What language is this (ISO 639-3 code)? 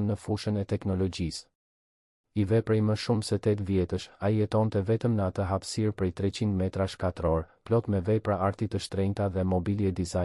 sqi